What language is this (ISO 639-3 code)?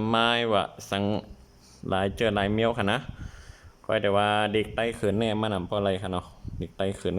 shn